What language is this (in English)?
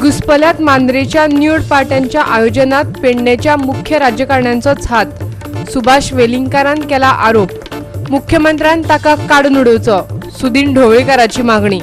Konkani